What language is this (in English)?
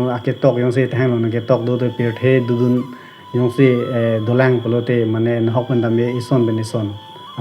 Karbi